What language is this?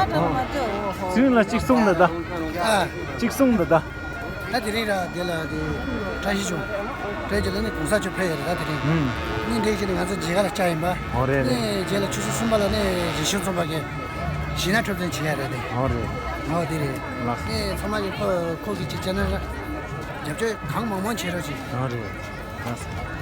Tibetan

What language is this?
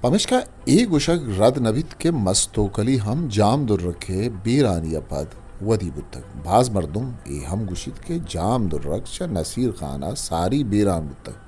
Eastern Balochi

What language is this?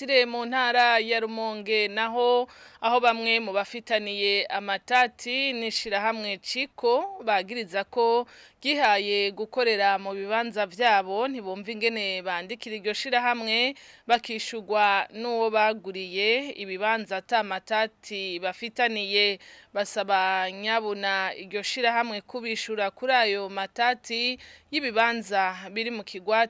Rundi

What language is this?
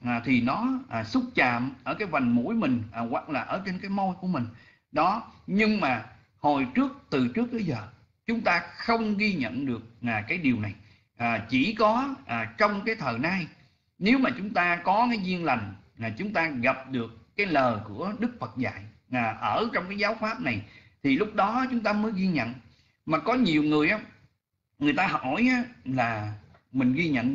Vietnamese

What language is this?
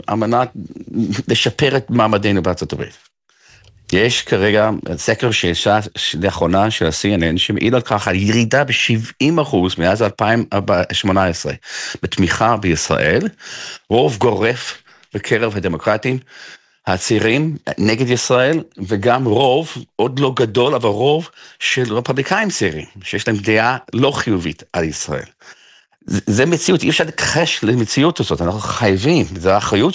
Hebrew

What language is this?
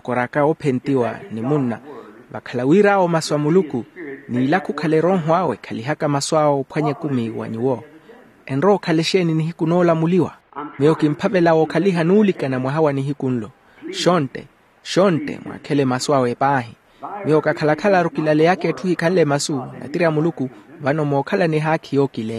Makhuwa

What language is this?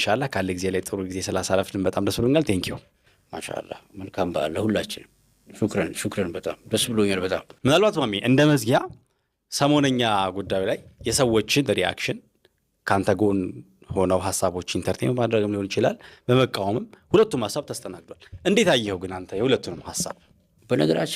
Amharic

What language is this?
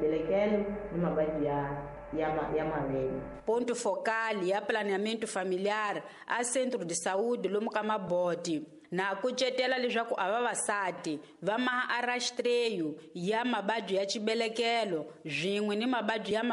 Tsonga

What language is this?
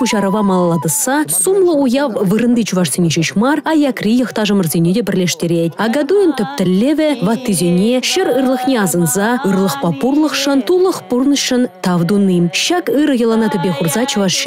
Chuvash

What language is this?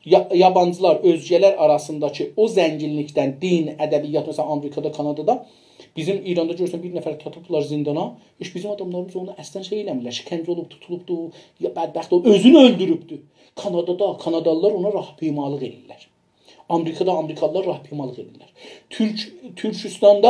South Azerbaijani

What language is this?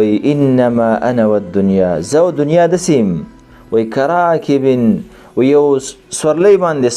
Pashto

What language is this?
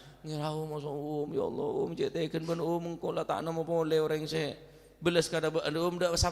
Madurese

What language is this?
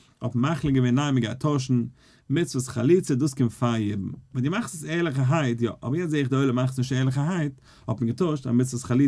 Yiddish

